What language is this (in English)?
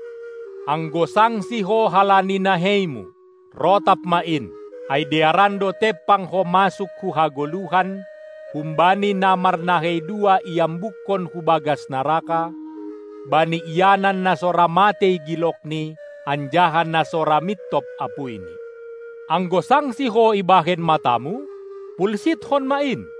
Batak Simalungun